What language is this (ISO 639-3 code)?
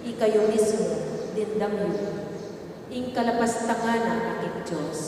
pam